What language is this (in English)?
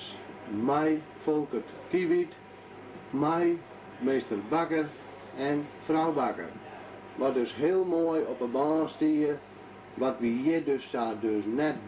Western Frisian